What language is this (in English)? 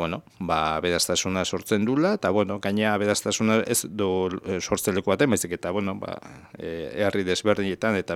Basque